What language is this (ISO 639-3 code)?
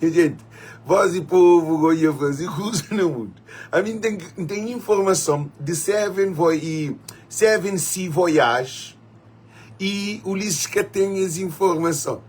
kea